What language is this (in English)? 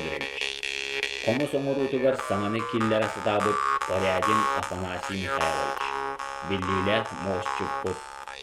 Yakut